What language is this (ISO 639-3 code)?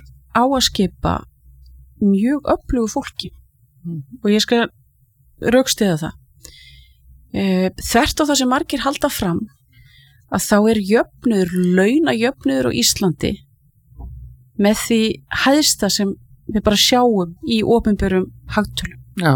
isl